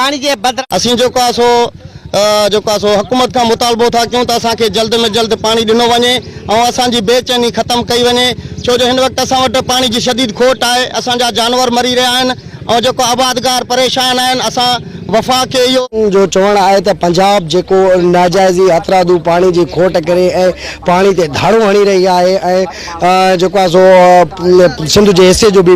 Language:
Sindhi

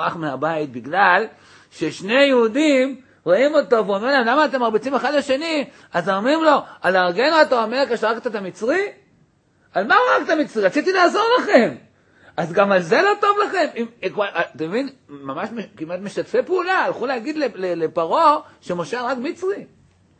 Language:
Hebrew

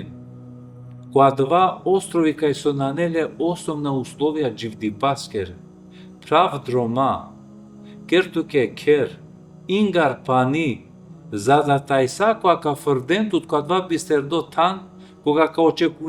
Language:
Balkan Romani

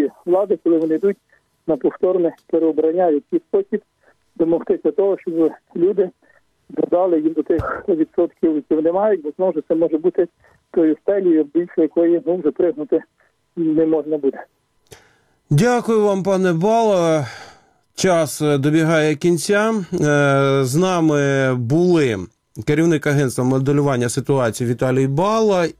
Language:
Ukrainian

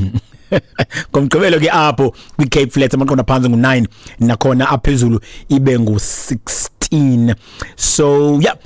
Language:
Xhosa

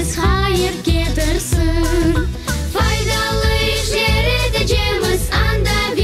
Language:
Crimean Tatar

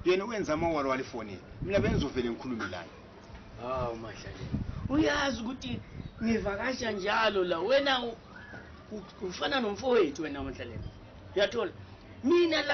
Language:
North Ndebele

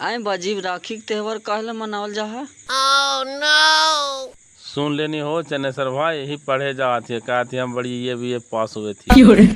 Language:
Magahi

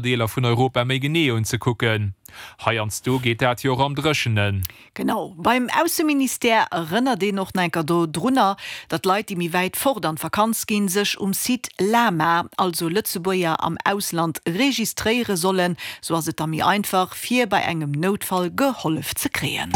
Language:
Luxembourgish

